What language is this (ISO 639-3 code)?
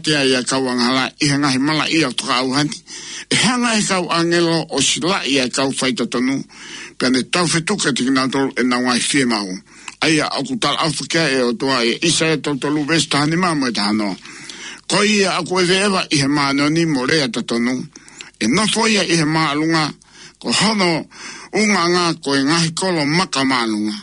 ton